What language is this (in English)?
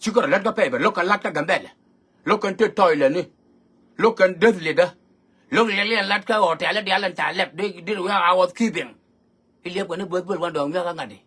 Nuer